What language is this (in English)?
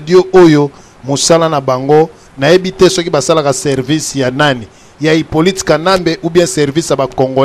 Lingala